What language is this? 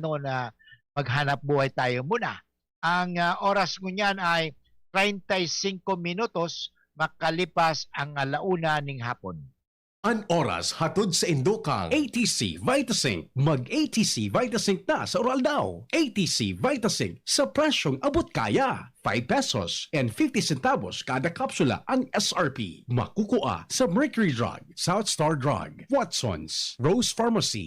Bikol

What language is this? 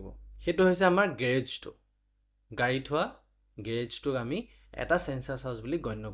Assamese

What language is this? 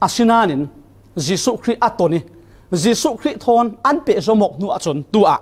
Falam Chin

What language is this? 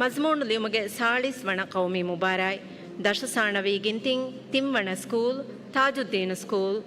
Divehi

